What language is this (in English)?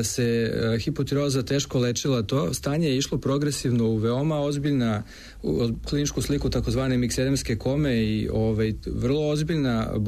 Serbian